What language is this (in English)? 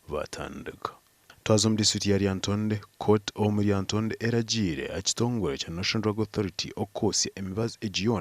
Nyankole